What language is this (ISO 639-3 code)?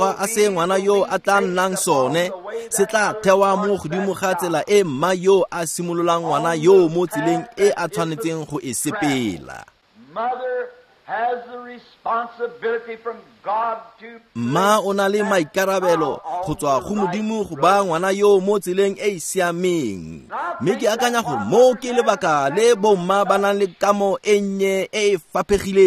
tsn